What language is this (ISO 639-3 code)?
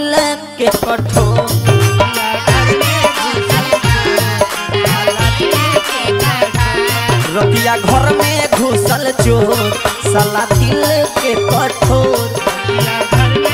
bho